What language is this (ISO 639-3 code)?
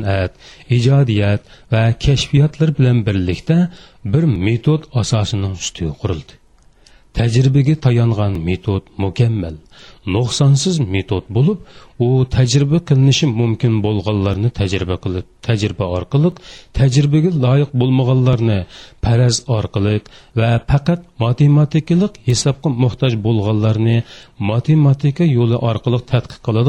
uig